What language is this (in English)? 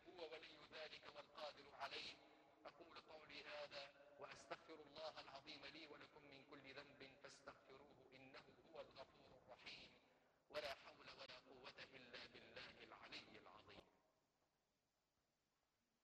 Tunisian Arabic